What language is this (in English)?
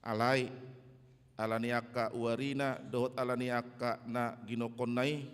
Batak Toba